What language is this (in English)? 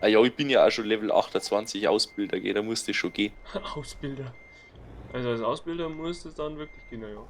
Bavarian